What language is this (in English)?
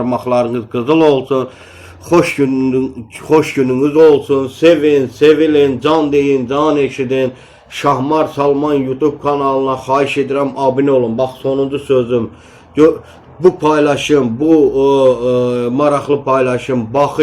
Azerbaijani